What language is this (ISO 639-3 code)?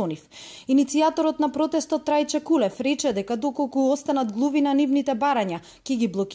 mkd